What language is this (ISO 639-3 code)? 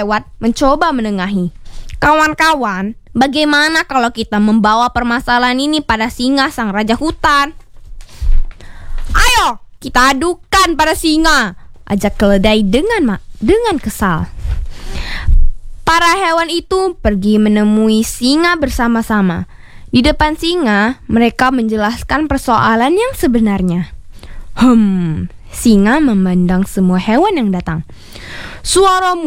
ind